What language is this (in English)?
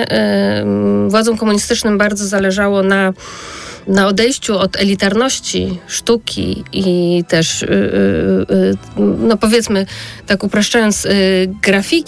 Polish